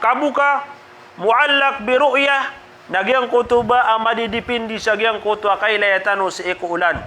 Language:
Maranao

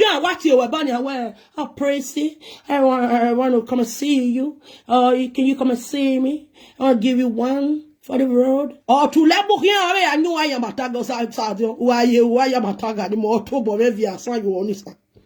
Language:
Nigerian Pidgin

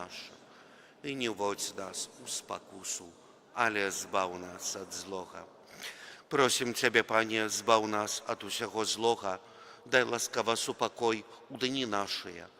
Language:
Belarusian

